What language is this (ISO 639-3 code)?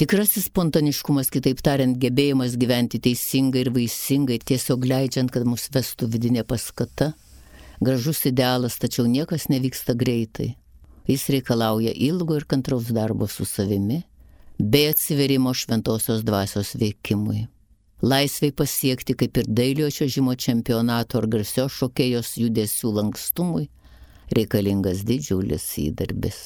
lit